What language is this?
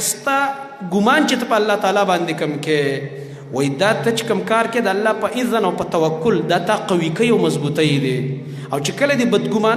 Pashto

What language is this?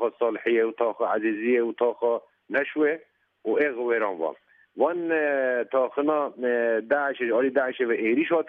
Kurdish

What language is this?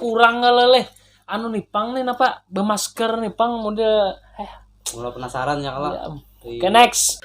Banjar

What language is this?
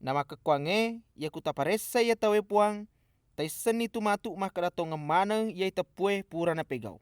Buginese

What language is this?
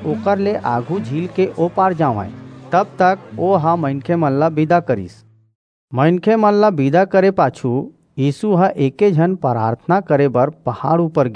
Chhattisgarhi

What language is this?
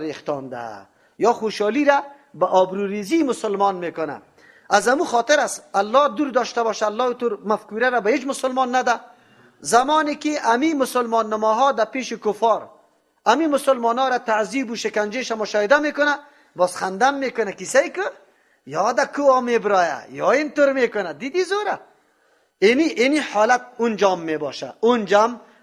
Persian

